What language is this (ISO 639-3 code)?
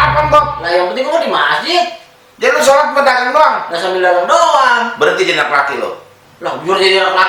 bew